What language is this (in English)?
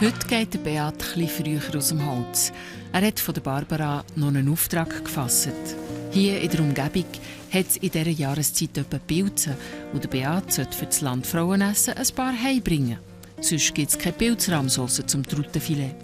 Swiss German